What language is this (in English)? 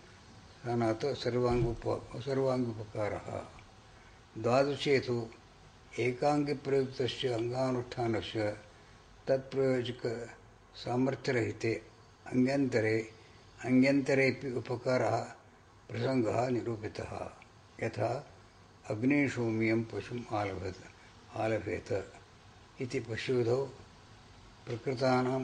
Sanskrit